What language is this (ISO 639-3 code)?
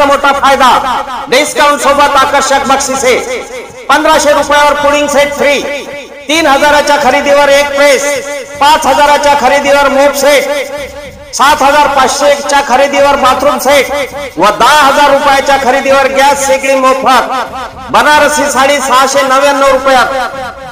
mar